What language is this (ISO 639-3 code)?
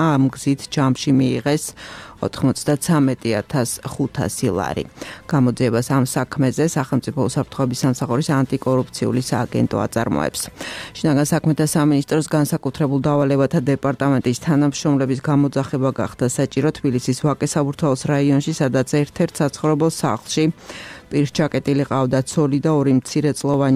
kat